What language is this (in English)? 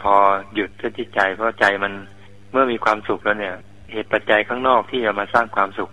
Thai